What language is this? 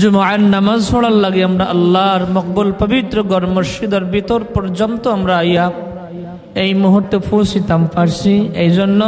Sylheti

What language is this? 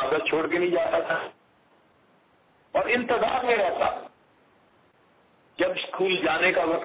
Urdu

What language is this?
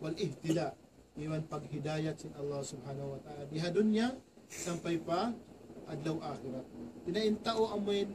Tausug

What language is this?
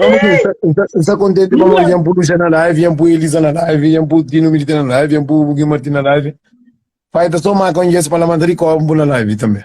Kabuverdianu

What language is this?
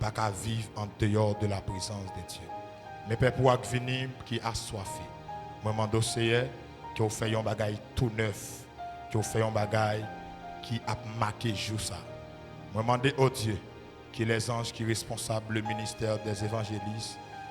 Haitian Creole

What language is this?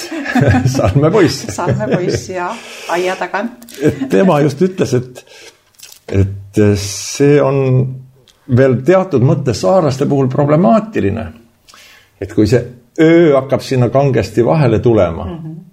Estonian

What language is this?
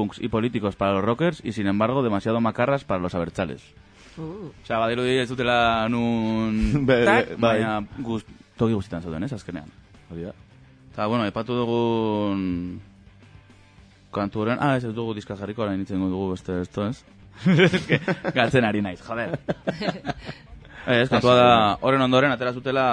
Basque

